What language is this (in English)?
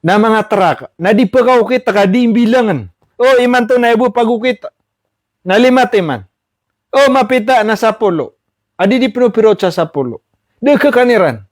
Maranao